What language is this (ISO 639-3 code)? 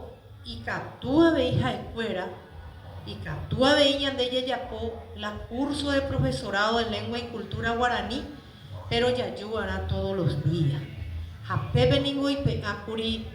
grn